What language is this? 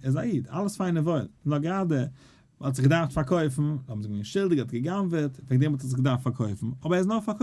Yiddish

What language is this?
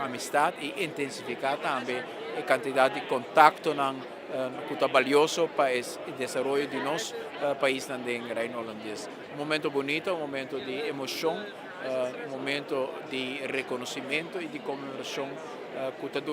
Papiamento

